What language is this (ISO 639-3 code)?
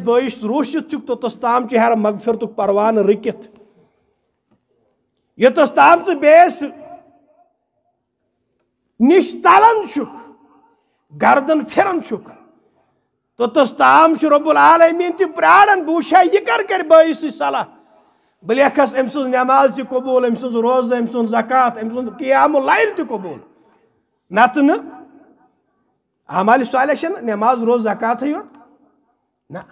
kas